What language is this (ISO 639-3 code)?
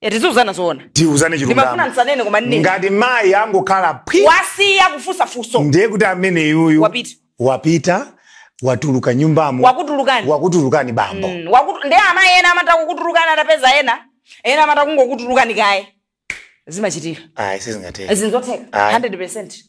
nya